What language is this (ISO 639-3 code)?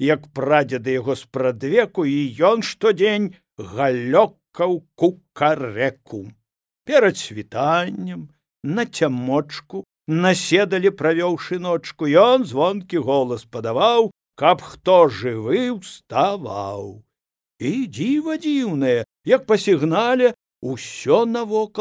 bel